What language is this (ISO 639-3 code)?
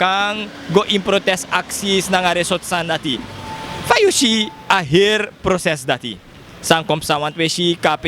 srn